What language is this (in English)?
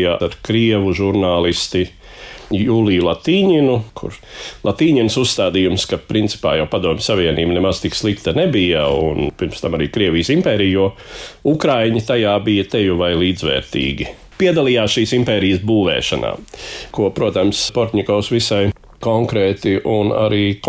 Latvian